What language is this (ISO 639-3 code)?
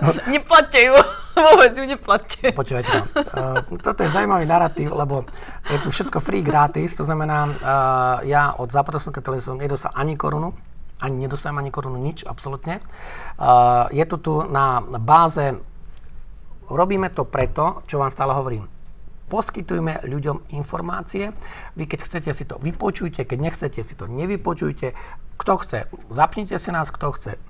slk